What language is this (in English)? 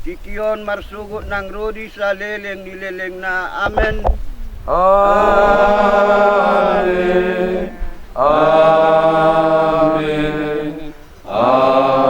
Batak Toba